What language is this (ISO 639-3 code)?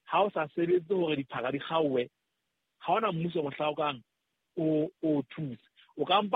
sot